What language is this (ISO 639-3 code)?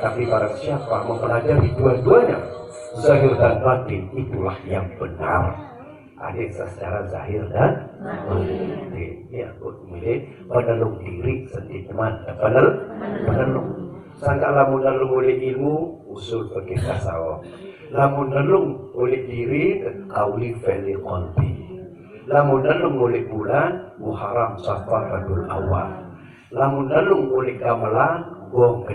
sas